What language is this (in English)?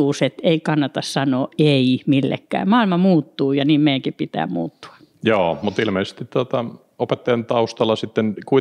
Finnish